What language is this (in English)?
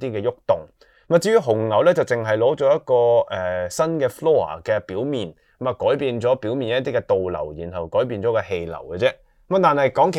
Cantonese